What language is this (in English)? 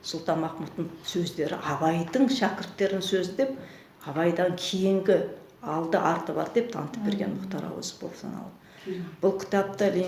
Kazakh